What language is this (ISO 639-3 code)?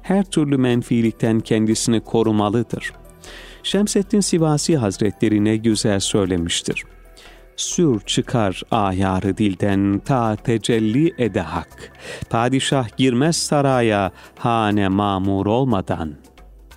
tur